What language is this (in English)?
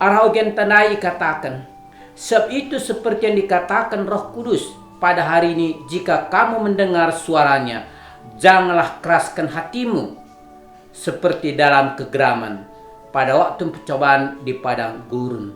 Batak Karo